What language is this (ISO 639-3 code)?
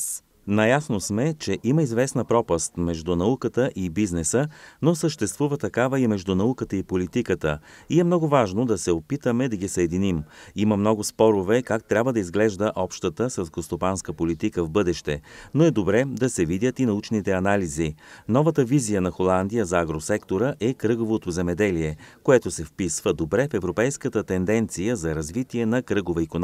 bul